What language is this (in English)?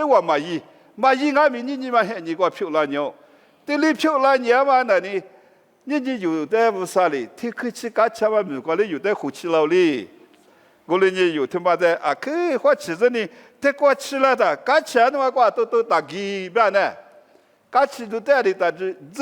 Lisu